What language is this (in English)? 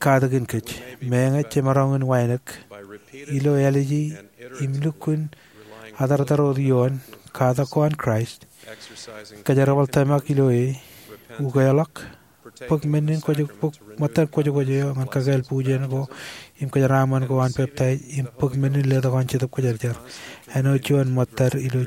Marshallese